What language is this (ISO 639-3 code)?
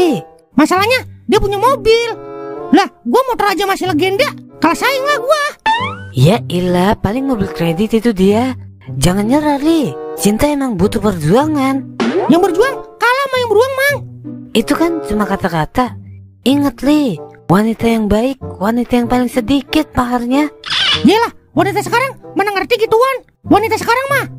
bew